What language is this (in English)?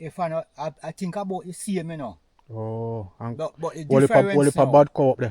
Jamaican Creole English